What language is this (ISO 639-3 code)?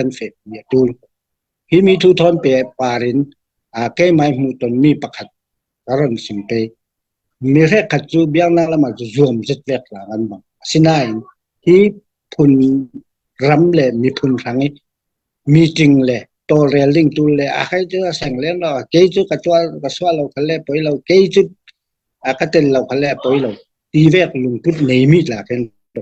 cfm